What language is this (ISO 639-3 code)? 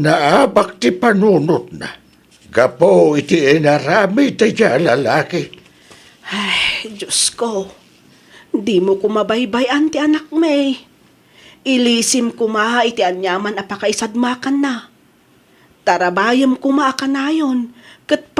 ilo